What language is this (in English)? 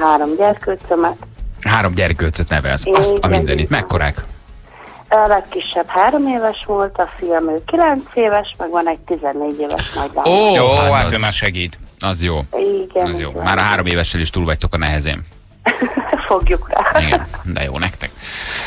Hungarian